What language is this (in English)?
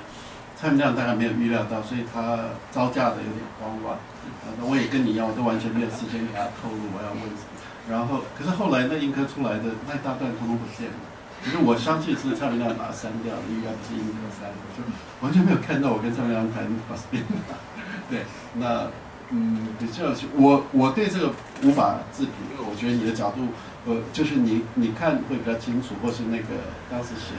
Chinese